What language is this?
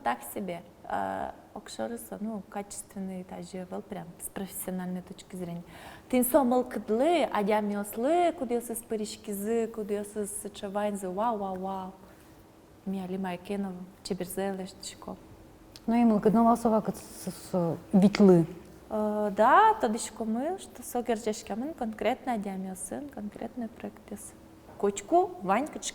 Udmurt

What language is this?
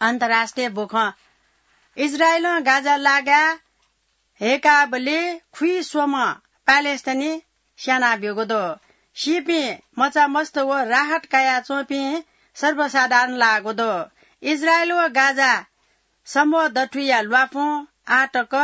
Newari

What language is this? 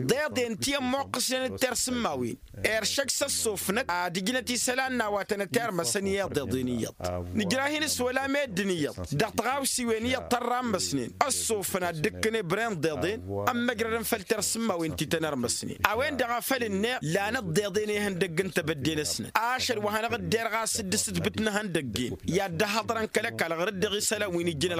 Tamasheq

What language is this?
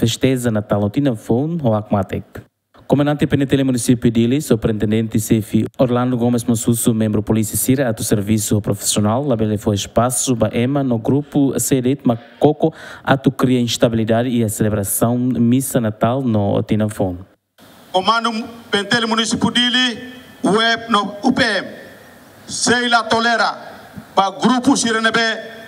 Tetum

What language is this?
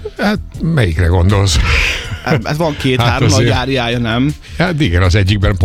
Hungarian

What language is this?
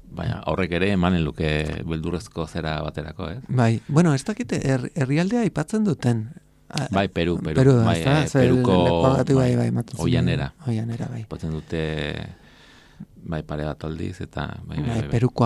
Basque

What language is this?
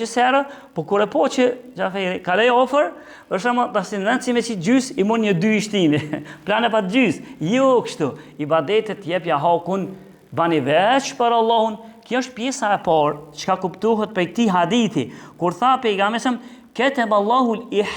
Albanian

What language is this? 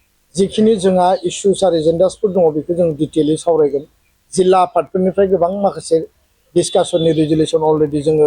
Bodo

